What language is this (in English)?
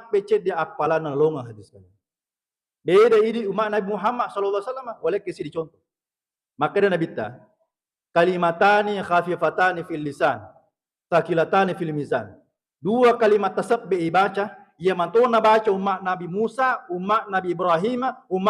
Buginese